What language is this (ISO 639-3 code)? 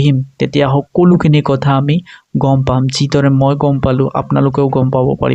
asm